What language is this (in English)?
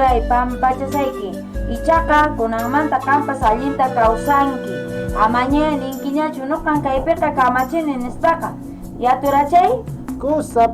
Quechua